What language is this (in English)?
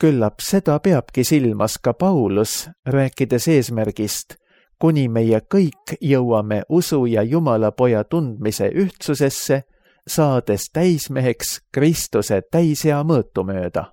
Estonian